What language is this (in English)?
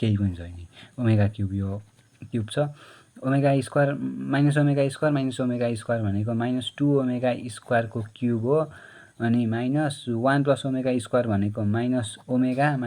Nepali